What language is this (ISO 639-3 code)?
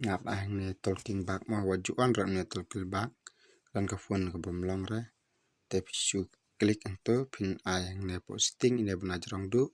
kha